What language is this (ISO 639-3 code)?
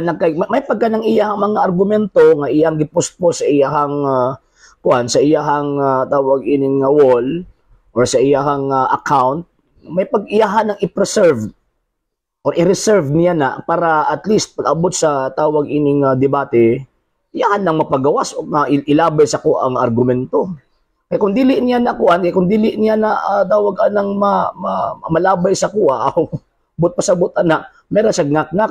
ceb